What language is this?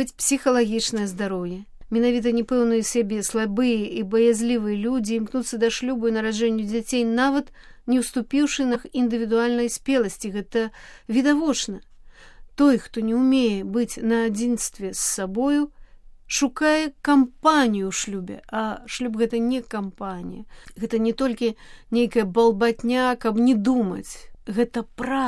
Belarusian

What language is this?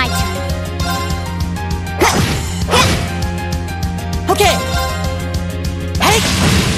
English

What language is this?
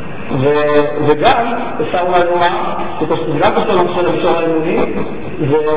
Hebrew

